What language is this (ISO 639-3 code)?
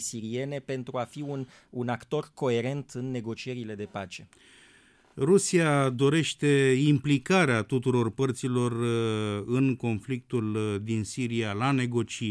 ron